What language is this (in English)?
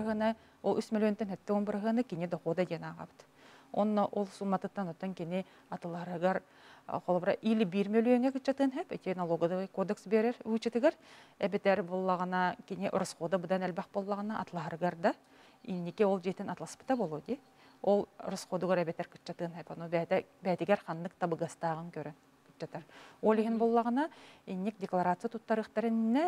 Yakut